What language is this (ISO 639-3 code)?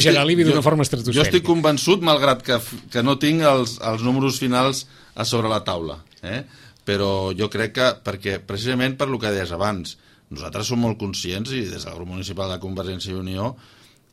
cat